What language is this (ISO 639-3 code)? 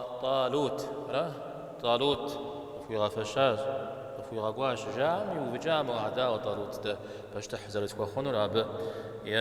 kbd